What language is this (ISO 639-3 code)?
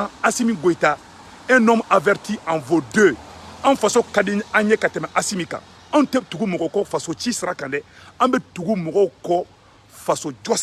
bam